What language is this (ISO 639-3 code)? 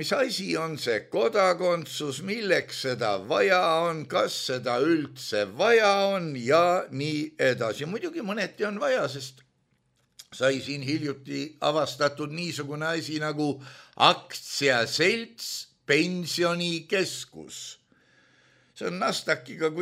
est